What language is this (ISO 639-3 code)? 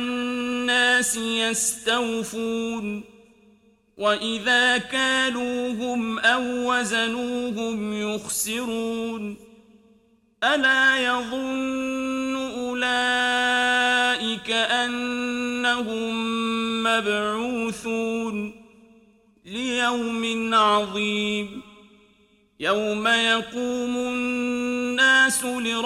ara